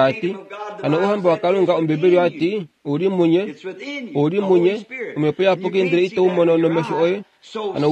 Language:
Kuanyama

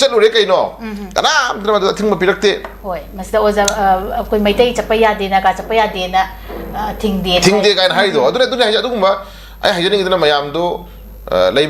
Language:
Manipuri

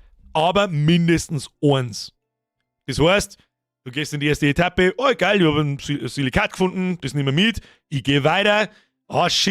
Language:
Bavarian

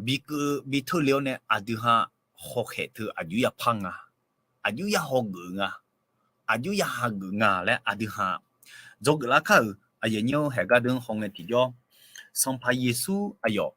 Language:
Akha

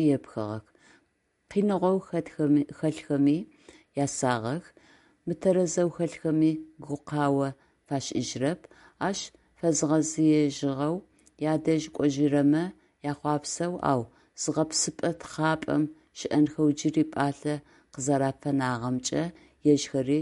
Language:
Adyghe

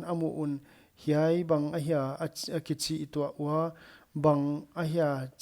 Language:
Paite Chin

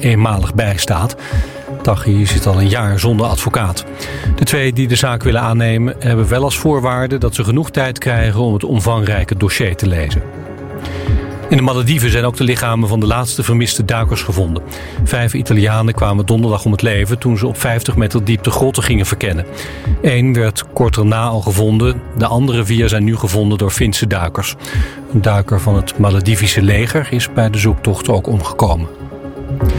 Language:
Dutch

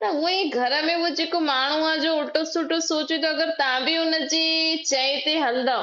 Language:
Sindhi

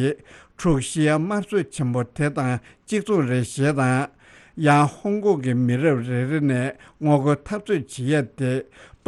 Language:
Tibetan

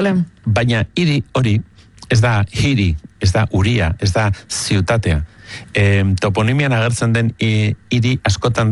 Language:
Basque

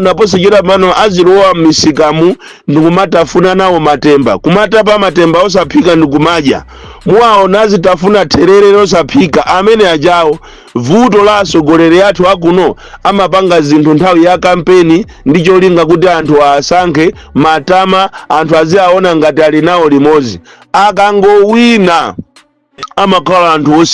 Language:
Nyanja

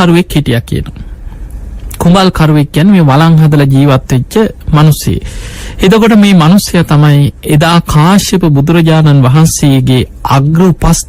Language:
Sinhala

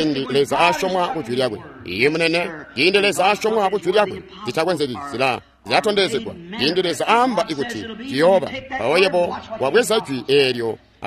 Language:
Tonga (Zambia)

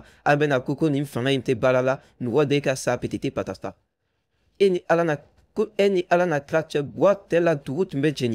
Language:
Bambara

